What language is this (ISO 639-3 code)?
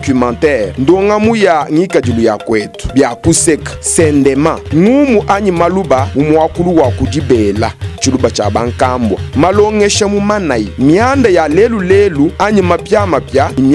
lua